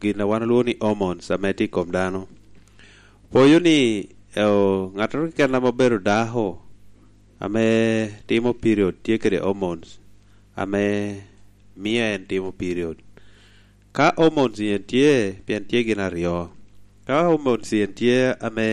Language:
Lango (Uganda)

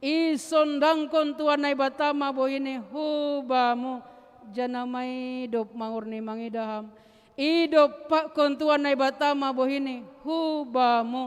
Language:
Batak Simalungun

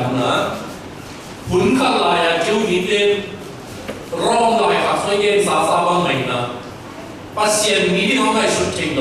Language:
Tedim Chin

